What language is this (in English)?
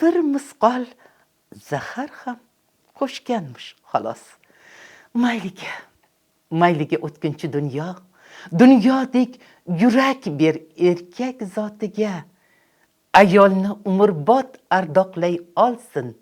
Uzbek